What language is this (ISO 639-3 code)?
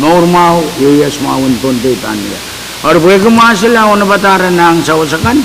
pon